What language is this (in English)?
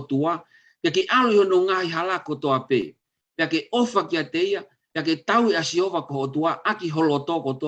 Tongan